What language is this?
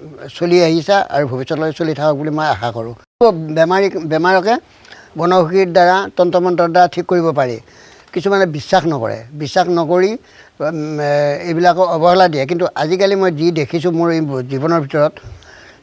Assamese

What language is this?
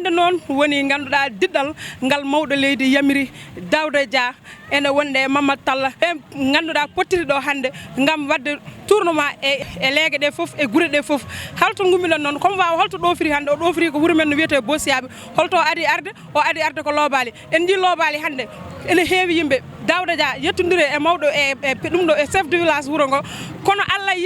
Fula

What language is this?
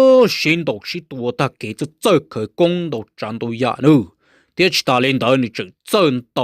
Hmong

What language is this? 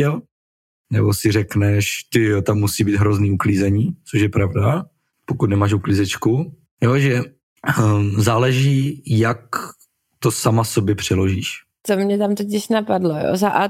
Czech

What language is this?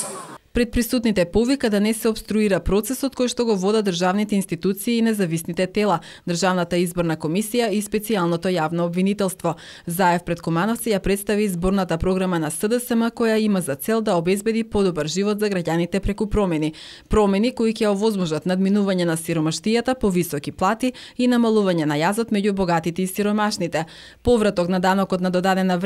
Macedonian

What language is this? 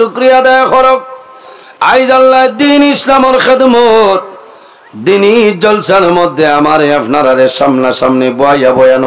Sylheti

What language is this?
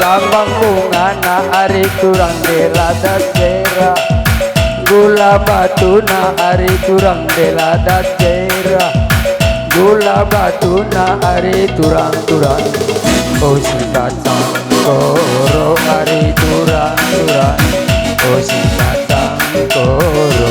Batak Karo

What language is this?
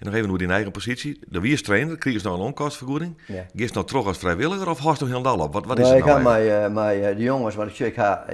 Western Frisian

